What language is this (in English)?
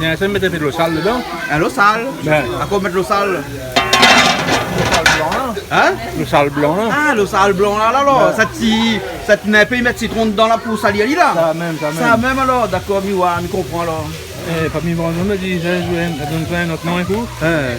Réunion Creole French